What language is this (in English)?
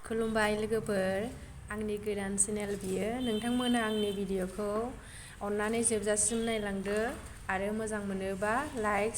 Bodo